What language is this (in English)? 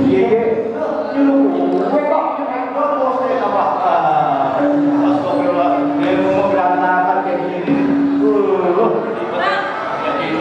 Betawi